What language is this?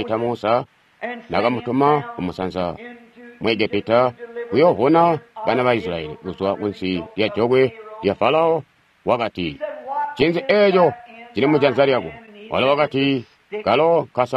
Tonga (Zambia)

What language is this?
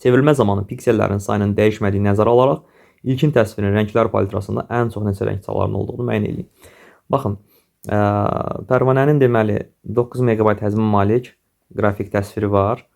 Azerbaijani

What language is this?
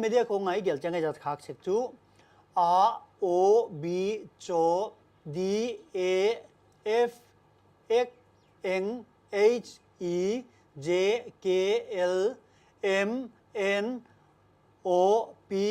Paite Chin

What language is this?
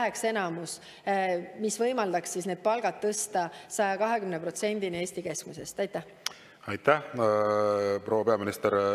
Estonian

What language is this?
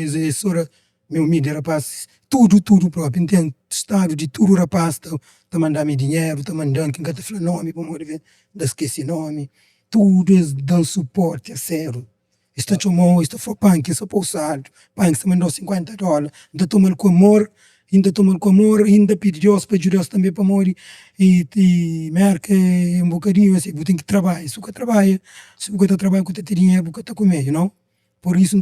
Kabuverdianu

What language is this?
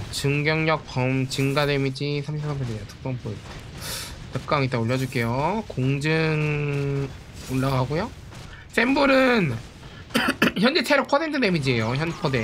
Korean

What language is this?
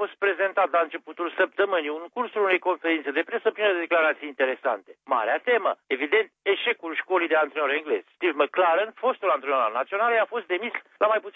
Romanian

